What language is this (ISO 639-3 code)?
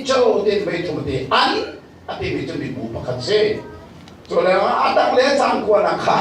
cnh